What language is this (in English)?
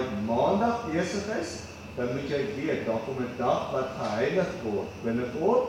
Afrikaans